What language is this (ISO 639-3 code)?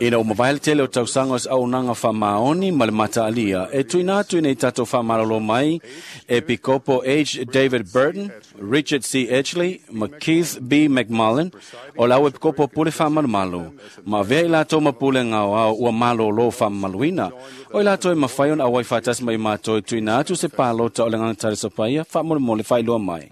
smo